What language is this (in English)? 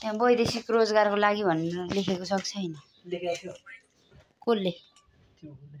Nepali